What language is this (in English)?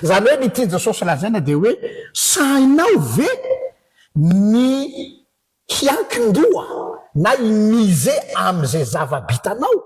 Malagasy